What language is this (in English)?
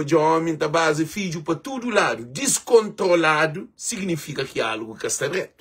Kabuverdianu